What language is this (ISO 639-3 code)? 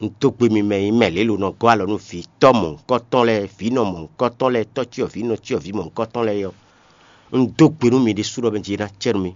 fon